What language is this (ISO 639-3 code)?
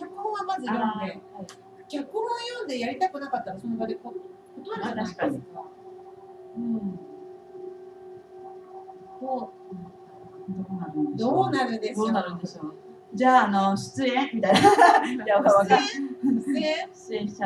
jpn